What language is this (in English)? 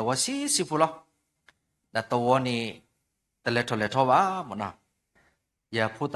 S'gaw Karen